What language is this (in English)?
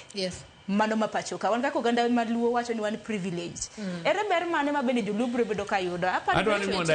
Luo (Kenya and Tanzania)